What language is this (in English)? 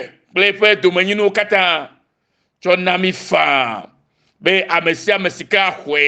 Ewe